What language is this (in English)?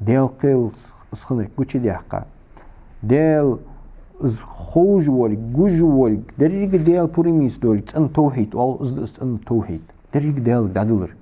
Ingush